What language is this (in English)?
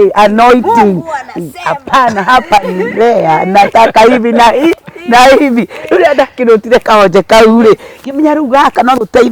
Kikuyu